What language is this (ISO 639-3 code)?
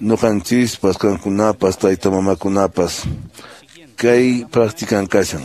que